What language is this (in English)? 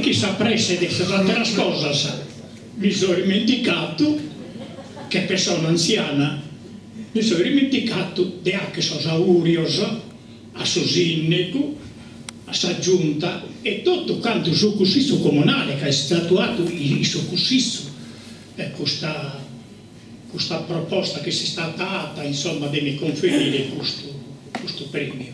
Sardinian